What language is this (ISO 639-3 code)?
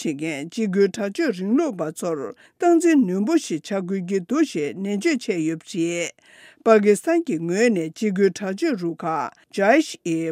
bod